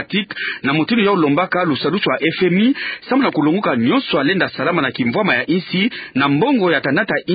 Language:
Kituba (Democratic Republic of Congo)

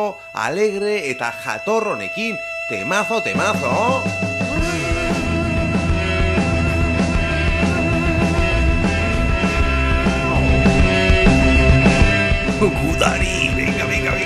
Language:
Basque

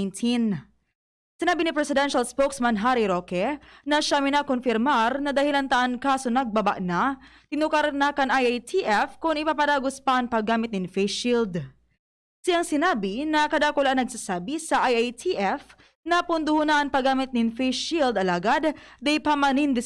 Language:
Bikol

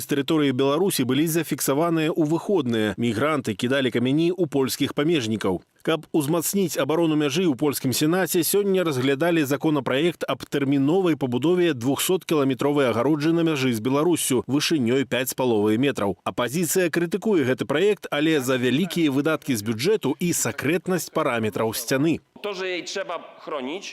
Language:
Belarusian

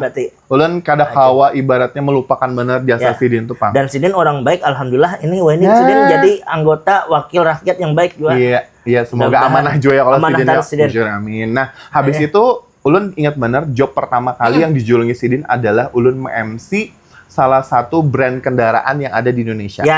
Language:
Banjar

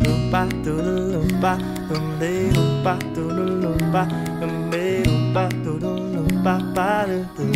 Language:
Papiamento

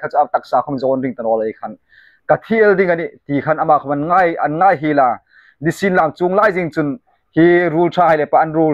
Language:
Hmar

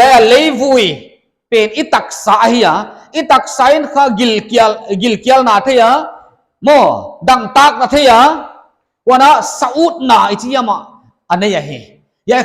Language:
Paite Chin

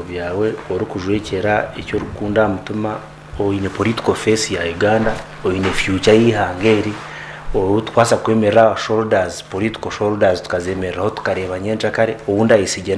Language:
Nyankole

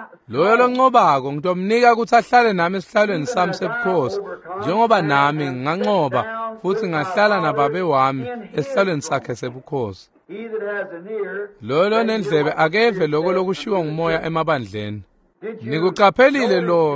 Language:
Swati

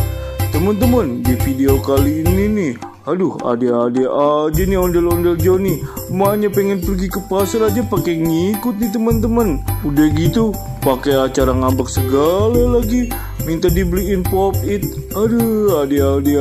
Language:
Betawi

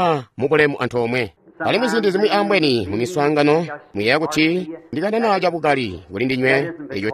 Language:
Tonga (Zambia)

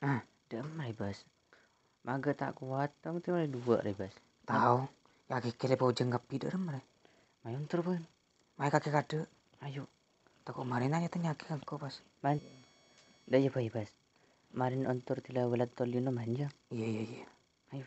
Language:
Madurese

